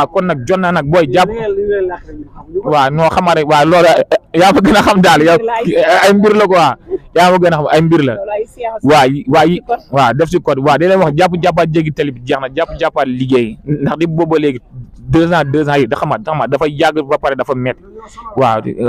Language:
Wolof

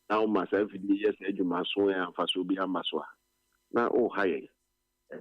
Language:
Akan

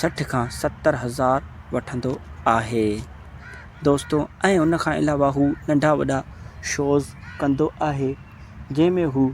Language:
Sindhi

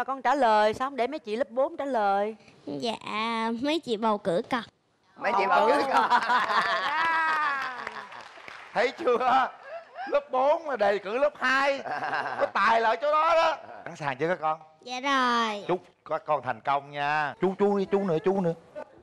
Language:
Vietnamese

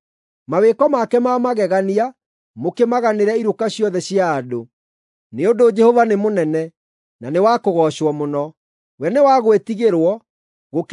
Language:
Kikuyu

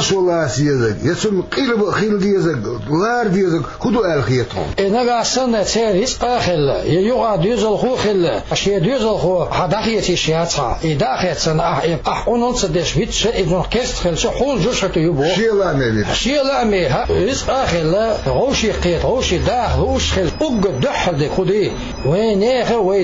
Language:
Chechen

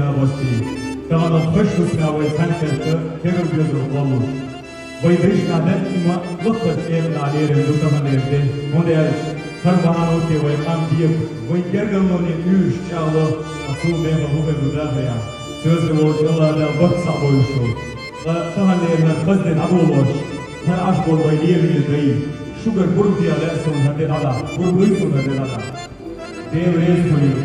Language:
Chechen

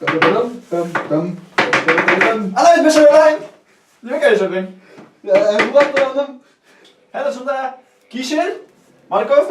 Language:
Bashkir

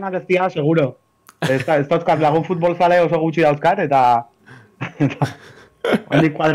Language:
Basque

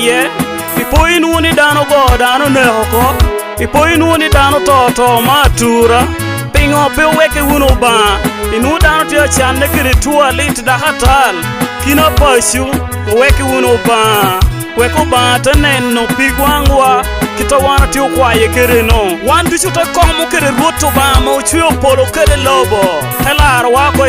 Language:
Lango (Uganda)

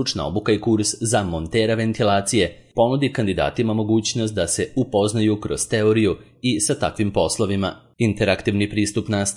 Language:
Serbian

